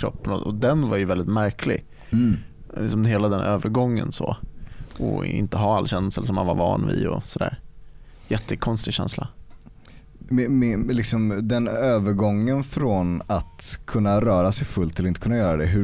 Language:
Swedish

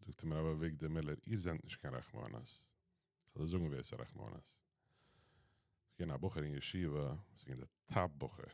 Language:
Yiddish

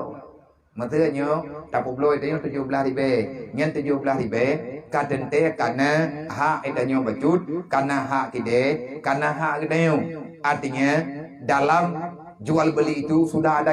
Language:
Achinese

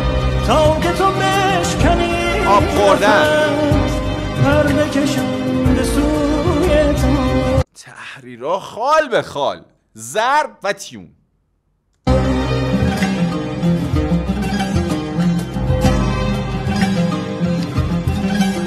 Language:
Persian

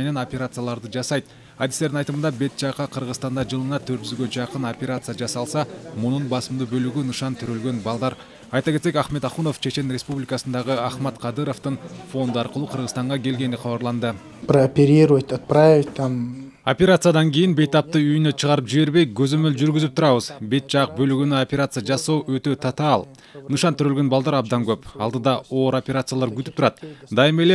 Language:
Kyrgyz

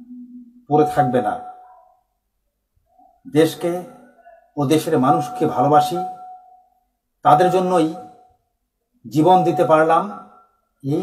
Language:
Bangla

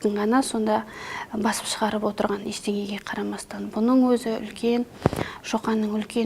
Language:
Kazakh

